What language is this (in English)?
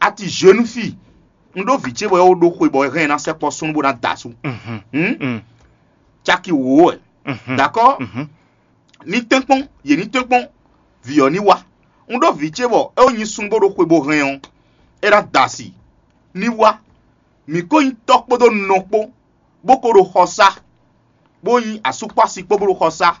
Fon